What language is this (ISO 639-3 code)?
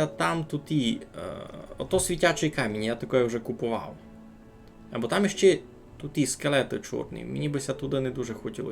rue